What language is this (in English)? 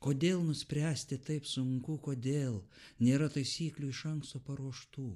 Lithuanian